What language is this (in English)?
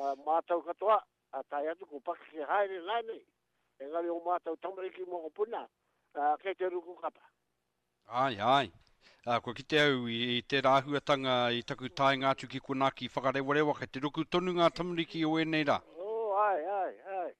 Māori